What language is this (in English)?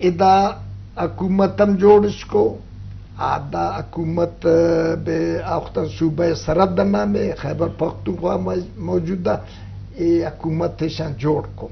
Eastern Balochi